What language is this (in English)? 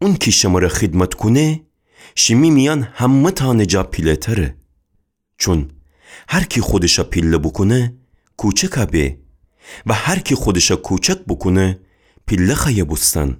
Gilaki